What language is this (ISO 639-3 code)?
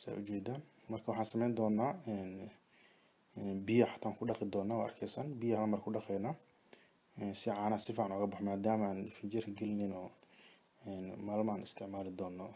som